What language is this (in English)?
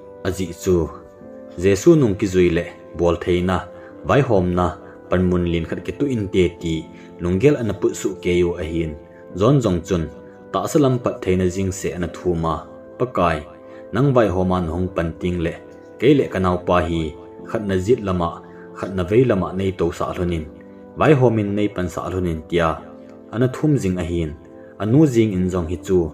Thado Chin